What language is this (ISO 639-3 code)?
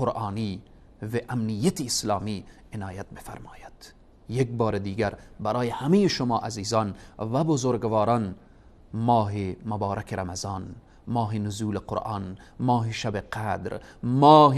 tgk